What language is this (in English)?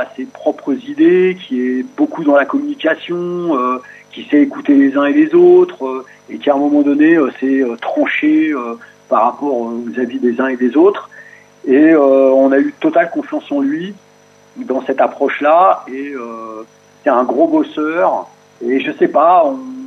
French